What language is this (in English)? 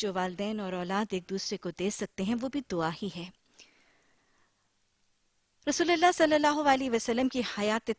Urdu